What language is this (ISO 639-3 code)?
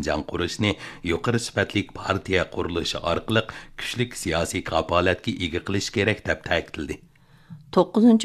uig